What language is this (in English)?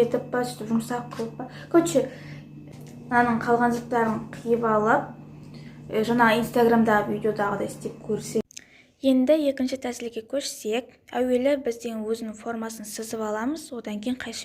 Kazakh